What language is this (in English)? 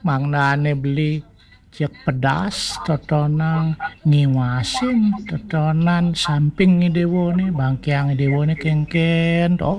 Balinese